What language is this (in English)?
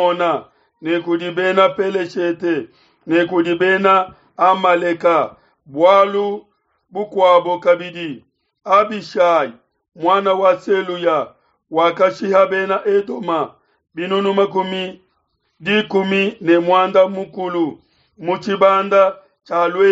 Luba-Lulua